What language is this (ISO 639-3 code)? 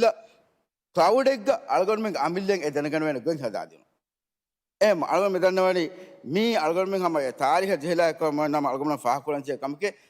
div